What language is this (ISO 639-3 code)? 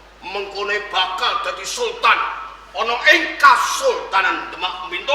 jav